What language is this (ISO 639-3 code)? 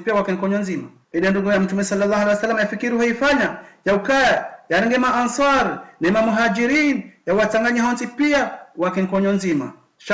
zdj